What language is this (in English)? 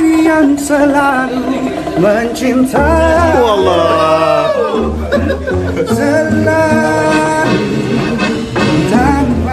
Malay